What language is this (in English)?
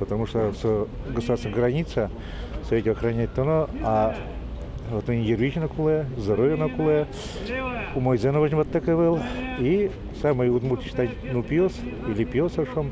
Udmurt